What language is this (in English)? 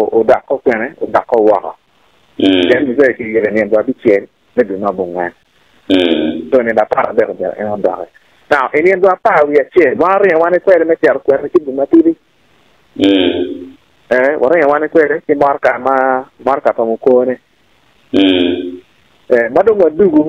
Acoli